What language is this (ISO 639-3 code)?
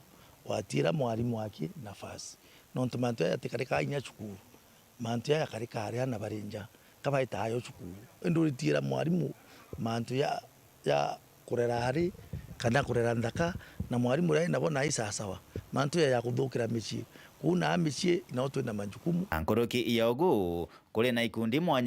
mer